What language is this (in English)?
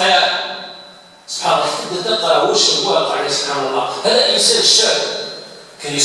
Algerian Arabic